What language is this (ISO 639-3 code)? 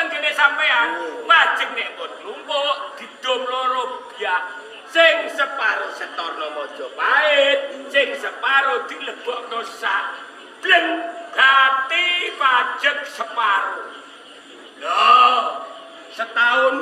jav